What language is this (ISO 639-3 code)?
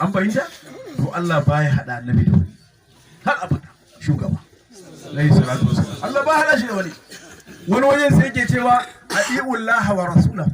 hau